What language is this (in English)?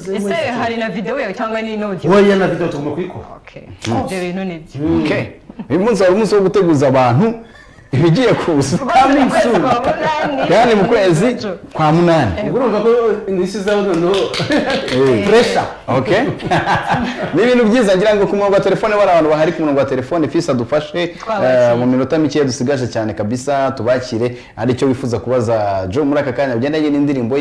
Kinyarwanda